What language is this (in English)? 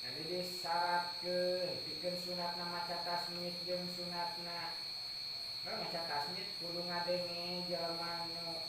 Sundanese